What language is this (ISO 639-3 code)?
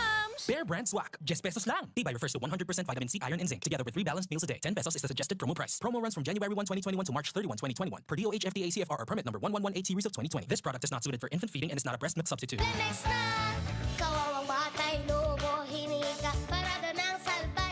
bik